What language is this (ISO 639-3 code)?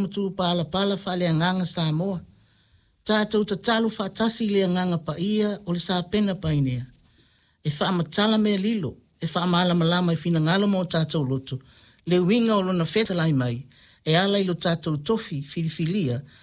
smo